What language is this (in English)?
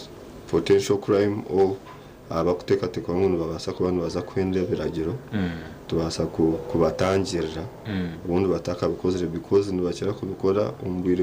Nyankole